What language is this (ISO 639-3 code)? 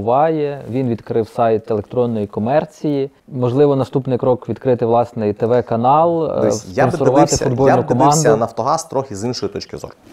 ukr